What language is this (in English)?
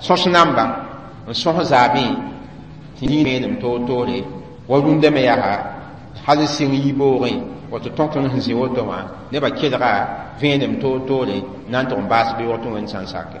Mossi